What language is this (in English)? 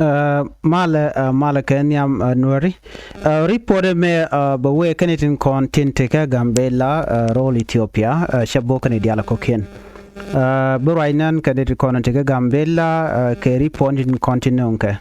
Nuer